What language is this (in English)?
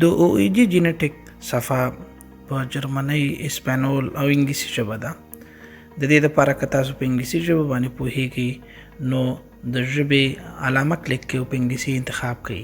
Pashto